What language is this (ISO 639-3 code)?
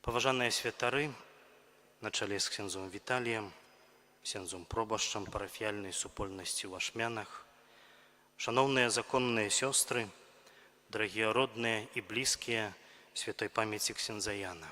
bel